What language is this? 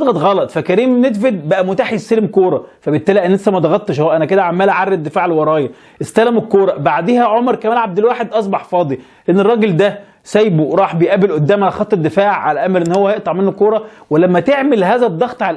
Egyptian Arabic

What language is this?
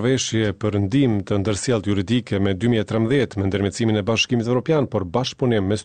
Albanian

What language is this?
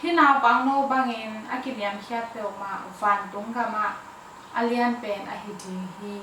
Tedim Chin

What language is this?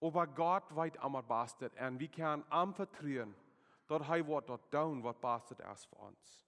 Plautdietsch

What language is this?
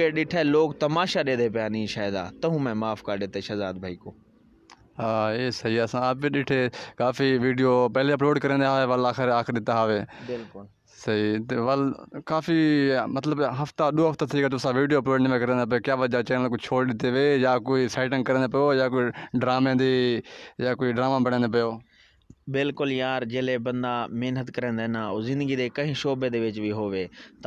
Saraiki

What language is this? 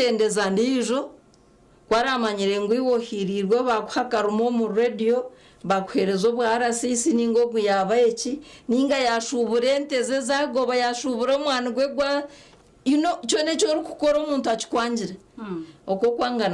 Nyankole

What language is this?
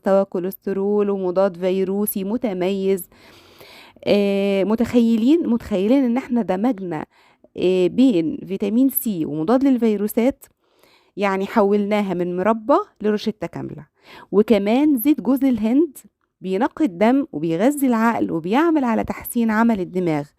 Egyptian Arabic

